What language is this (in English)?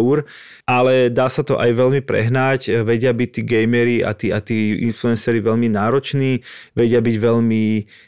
Slovak